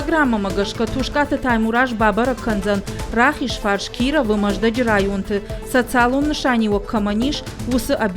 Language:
Ossetic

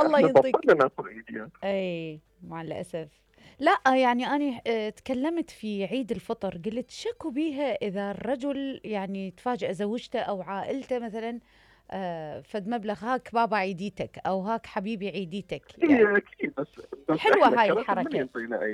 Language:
Mesopotamian Arabic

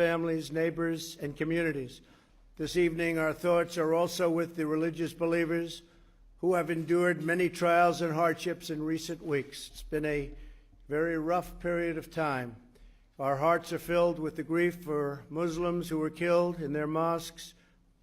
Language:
English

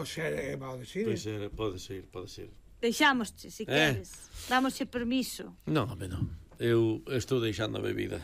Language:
Galician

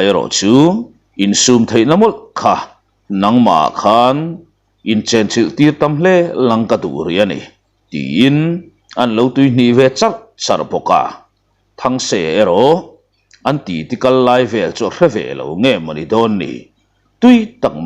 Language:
Mizo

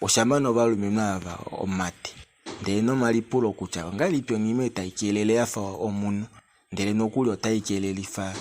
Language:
Kuanyama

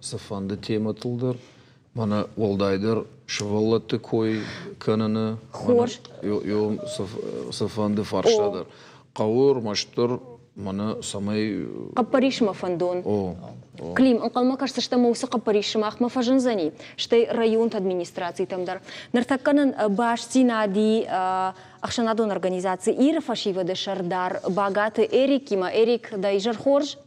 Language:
Ossetic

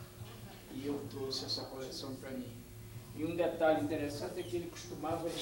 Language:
Portuguese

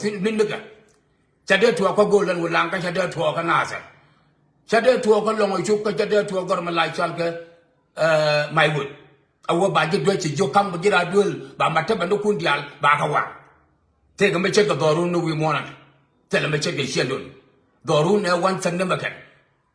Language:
Nuer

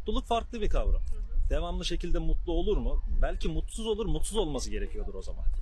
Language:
Turkish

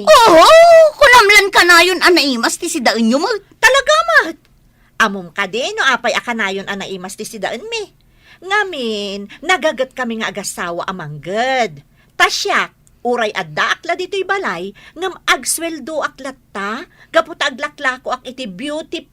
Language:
Iloko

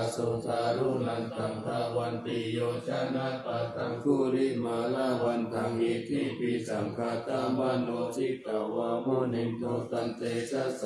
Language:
Pali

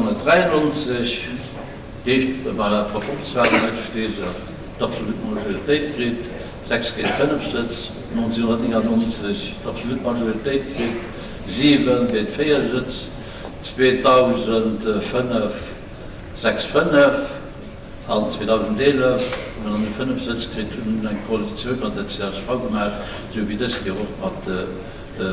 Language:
Luxembourgish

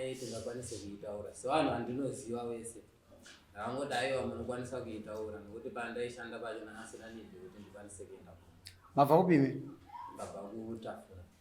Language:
Shona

